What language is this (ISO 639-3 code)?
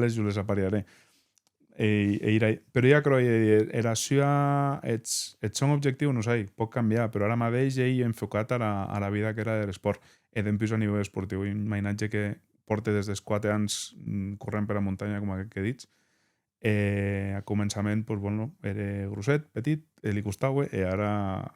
oci